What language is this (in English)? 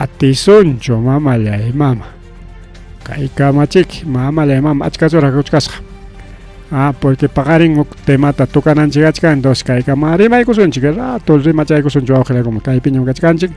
Ayacucho Quechua